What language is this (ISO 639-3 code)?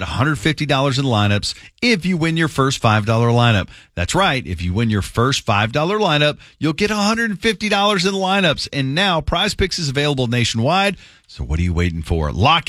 eng